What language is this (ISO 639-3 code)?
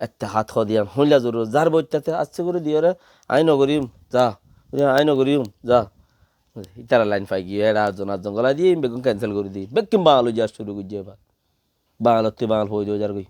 rhg